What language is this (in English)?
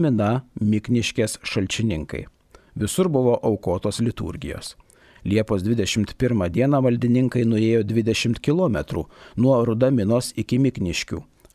Lithuanian